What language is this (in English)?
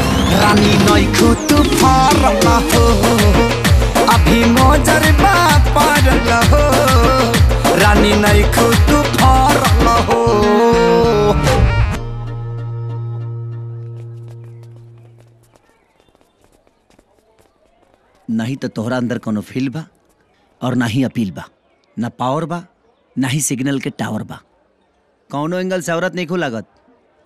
Bhojpuri